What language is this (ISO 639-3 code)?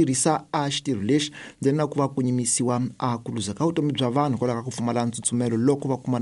tso